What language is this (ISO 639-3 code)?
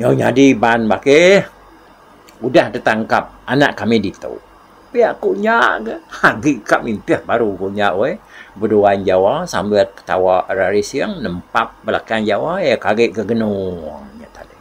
iba